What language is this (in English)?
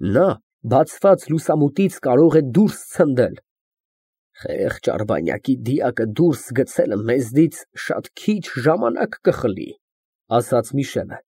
Armenian